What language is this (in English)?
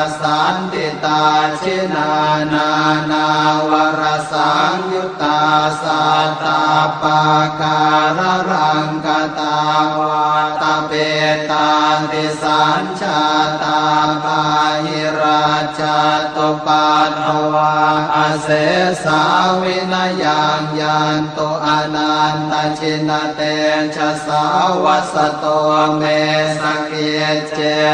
Pali